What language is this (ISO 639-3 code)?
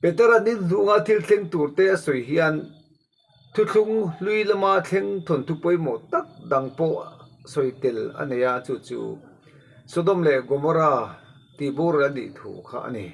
lus